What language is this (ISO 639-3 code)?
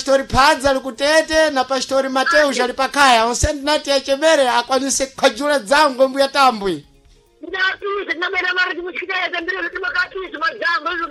seh